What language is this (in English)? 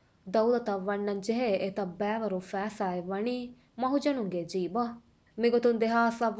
Divehi